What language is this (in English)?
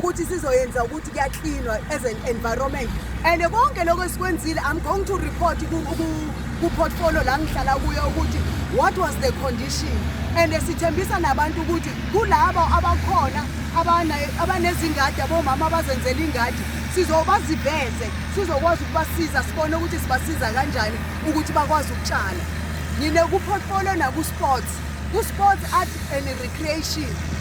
Zulu